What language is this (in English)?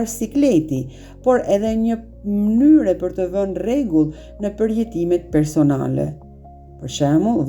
Albanian